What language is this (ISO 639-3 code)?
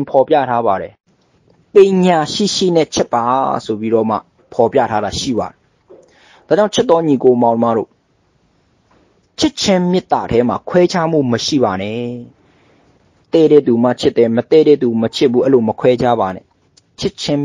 mya